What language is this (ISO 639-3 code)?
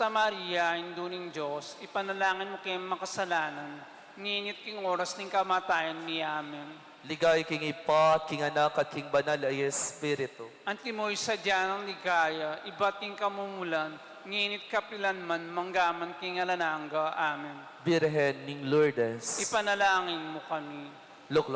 pam